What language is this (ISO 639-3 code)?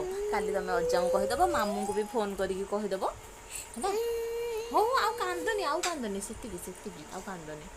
ori